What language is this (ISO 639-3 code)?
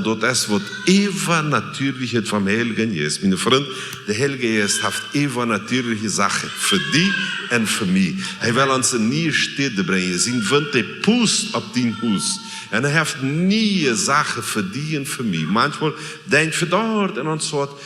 pdt